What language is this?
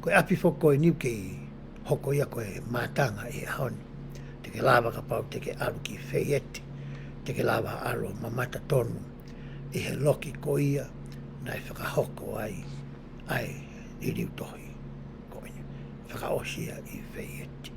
Tongan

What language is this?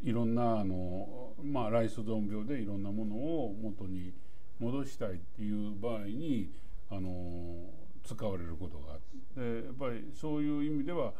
Japanese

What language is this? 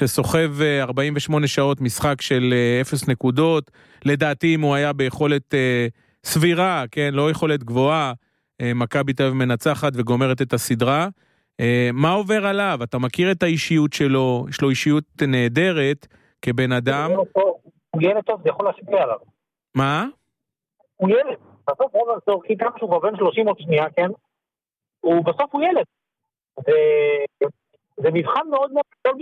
Hebrew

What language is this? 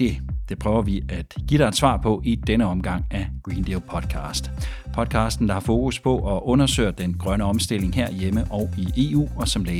Danish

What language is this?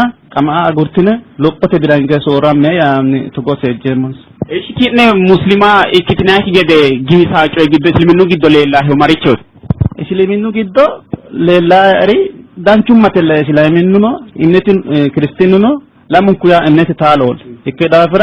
Sidamo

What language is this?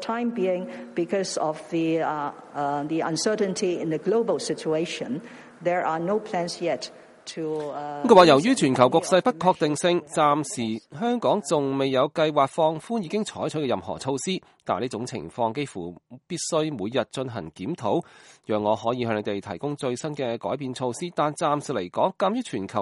Cantonese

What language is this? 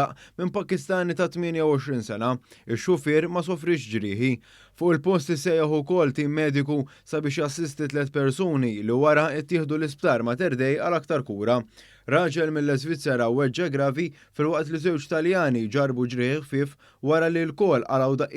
Maltese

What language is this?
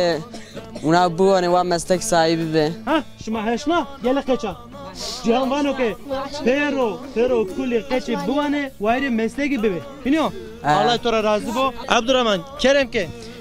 Zaza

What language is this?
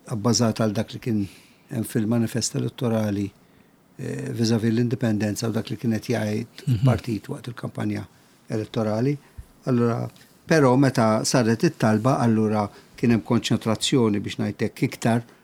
Maltese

